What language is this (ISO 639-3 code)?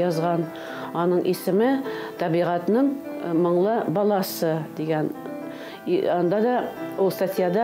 tat